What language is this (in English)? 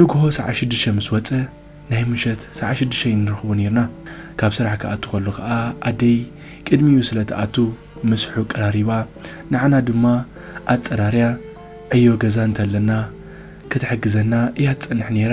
Tigrinya